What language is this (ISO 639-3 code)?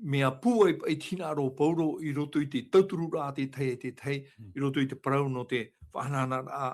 tah